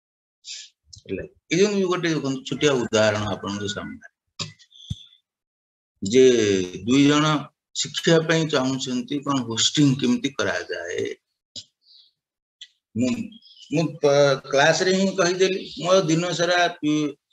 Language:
Odia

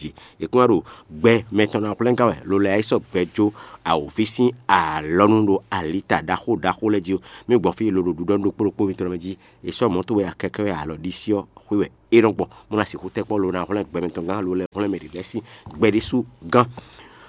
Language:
Fon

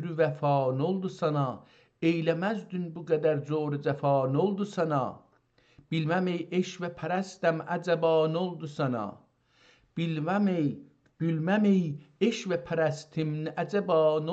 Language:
South Azerbaijani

